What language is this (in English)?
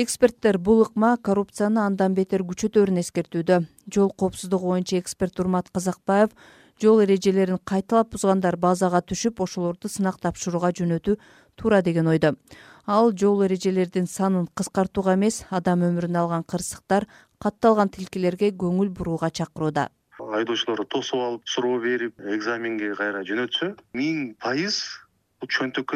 Kyrgyz